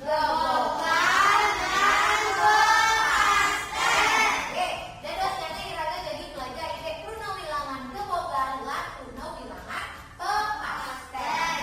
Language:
Balinese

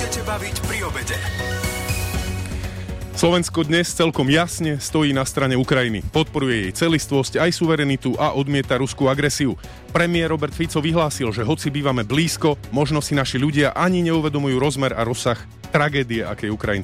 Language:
Slovak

